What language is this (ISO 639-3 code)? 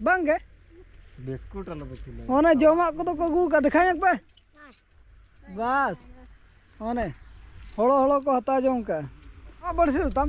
sat